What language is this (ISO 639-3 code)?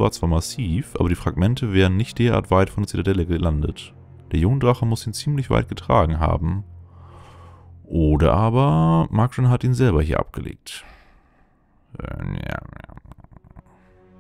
deu